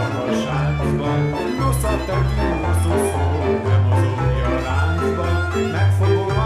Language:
Hungarian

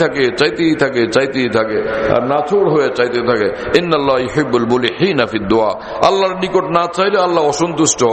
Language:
Bangla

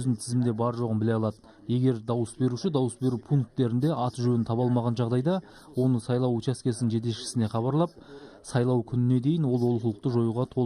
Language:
Kazakh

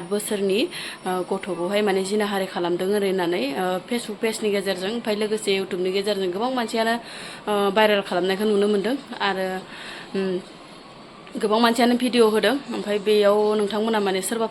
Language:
Bodo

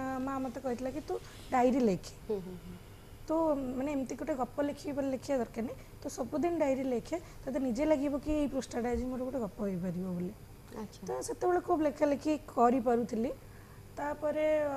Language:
Odia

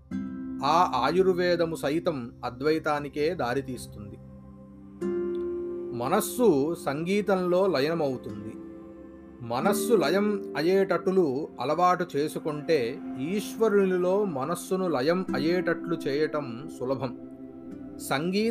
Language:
Telugu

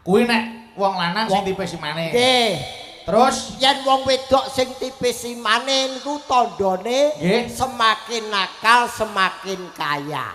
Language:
Javanese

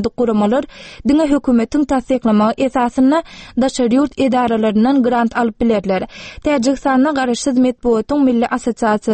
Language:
Turkmen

